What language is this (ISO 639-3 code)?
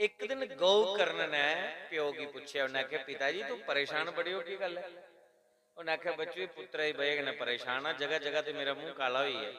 doi